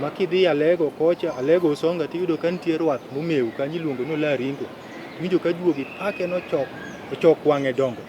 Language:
Luo (Kenya and Tanzania)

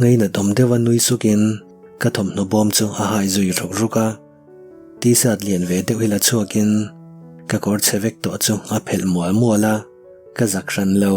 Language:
Mizo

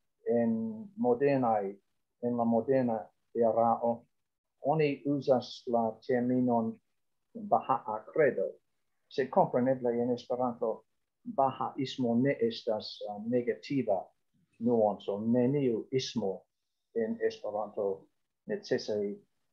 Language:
Esperanto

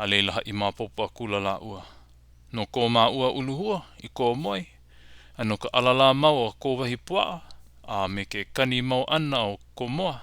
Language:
Hawaiian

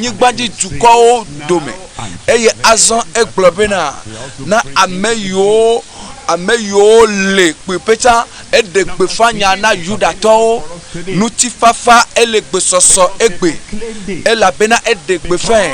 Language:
Ewe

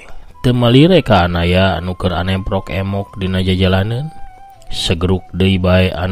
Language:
Sundanese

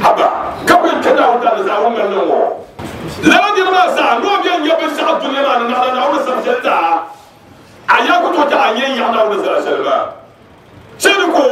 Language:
Dagbani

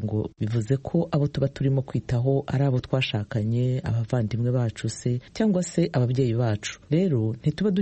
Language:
Kinyarwanda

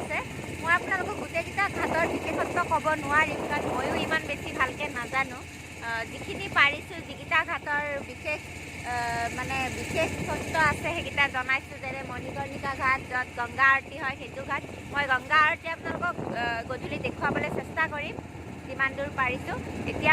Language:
Assamese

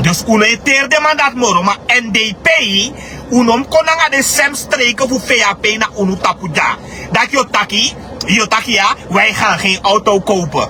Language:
Sranan Tongo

